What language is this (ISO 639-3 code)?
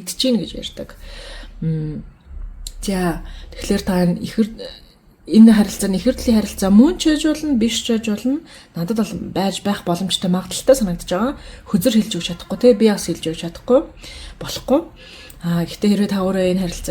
mon